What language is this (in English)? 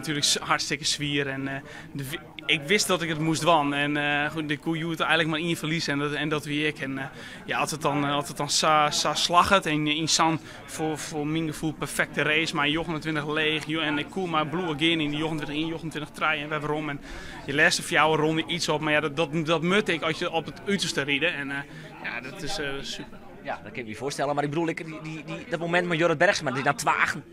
Western Frisian